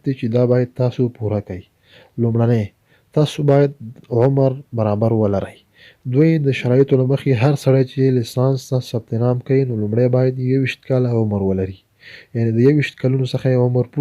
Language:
Pashto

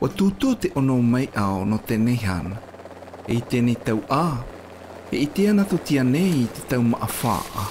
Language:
Tahitian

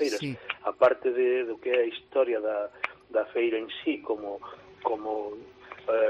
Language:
Galician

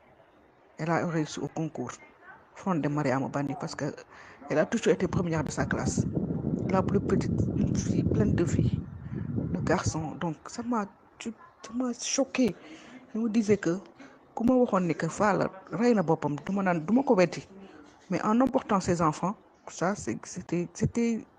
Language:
Wolof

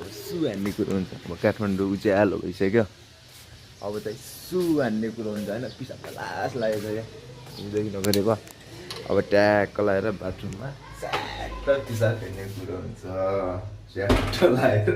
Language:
Nepali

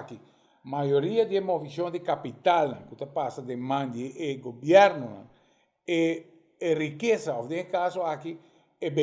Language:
Papiamento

